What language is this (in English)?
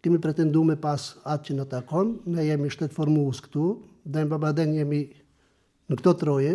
Albanian